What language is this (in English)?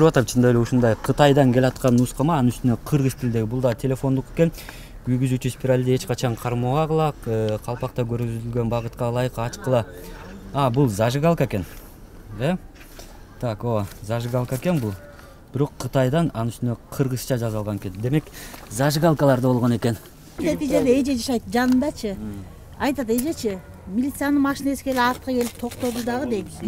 Kyrgyz